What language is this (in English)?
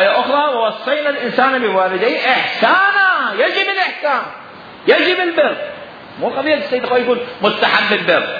Mesopotamian Arabic